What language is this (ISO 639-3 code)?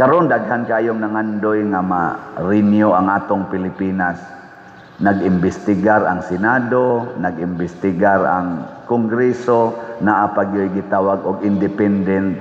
ceb